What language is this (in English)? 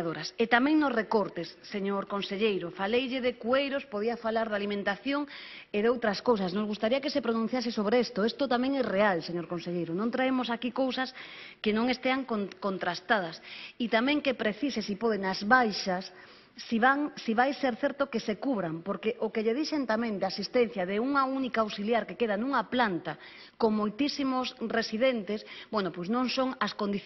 Galician